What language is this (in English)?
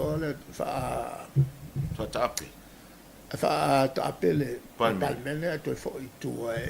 Samoan